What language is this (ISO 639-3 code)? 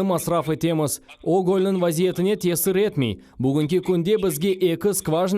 crh